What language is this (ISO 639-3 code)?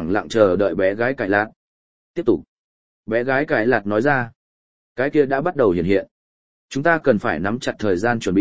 vie